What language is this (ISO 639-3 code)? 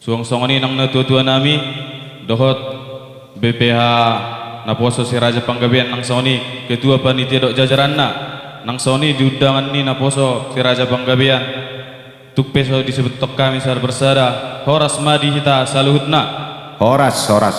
bbc